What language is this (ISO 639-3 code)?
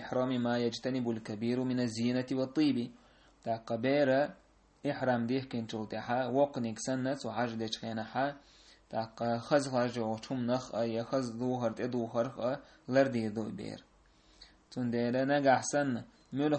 che